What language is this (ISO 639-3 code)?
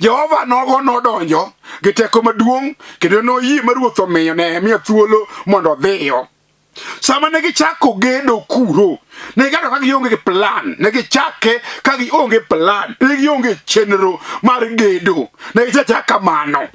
luo